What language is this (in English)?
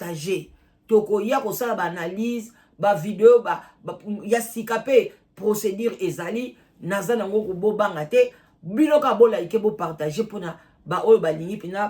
Lingala